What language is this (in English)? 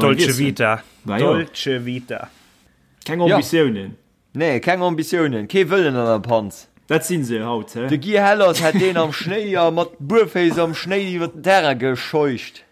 Luxembourgish